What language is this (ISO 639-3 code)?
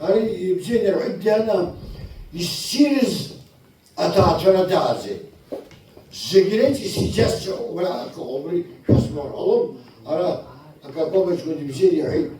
abk